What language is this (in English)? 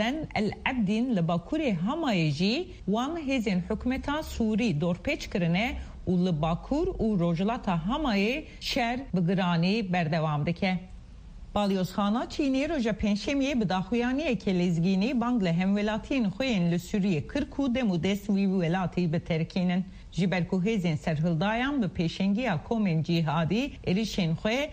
Kurdish